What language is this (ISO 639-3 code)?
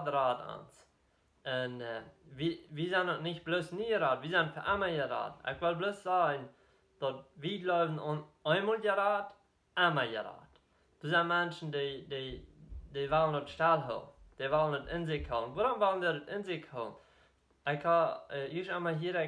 pdt